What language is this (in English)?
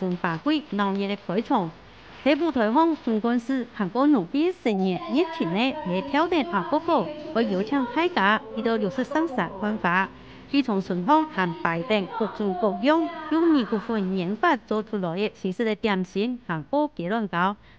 Hakka Chinese